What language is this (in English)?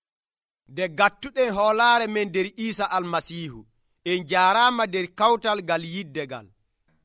Nigerian Fulfulde